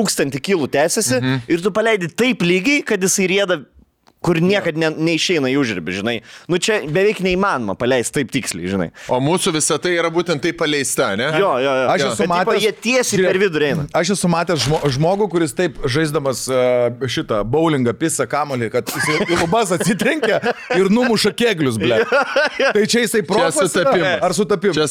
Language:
Lithuanian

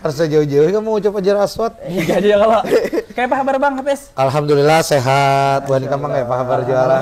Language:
Banjar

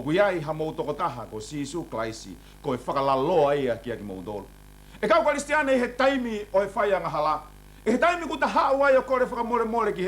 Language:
Tongan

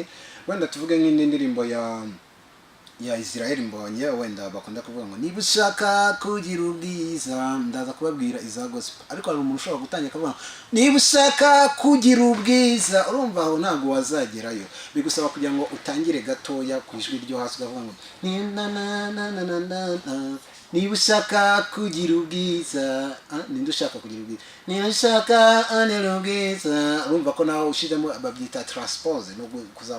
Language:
Kinyarwanda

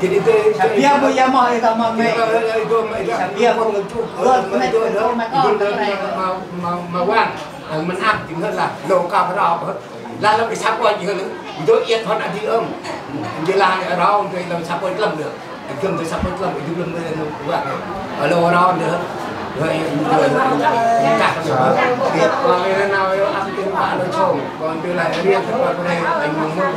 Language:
Central Mnong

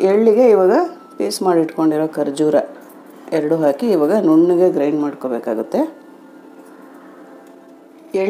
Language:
Kannada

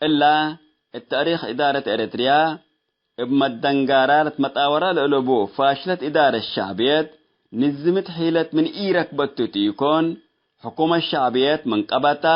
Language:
Tigre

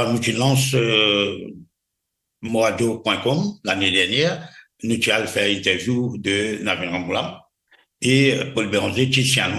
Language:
Morisyen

